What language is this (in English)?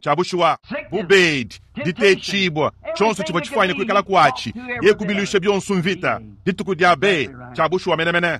Luba-Lulua